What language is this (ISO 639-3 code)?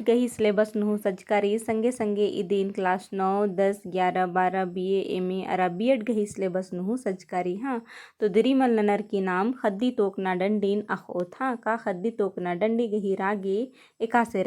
kru